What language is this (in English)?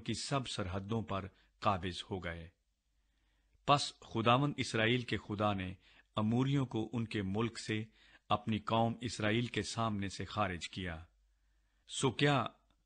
Urdu